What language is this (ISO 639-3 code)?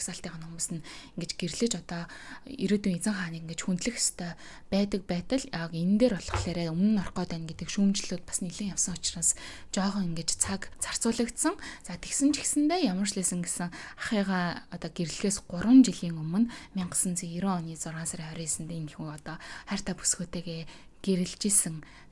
mon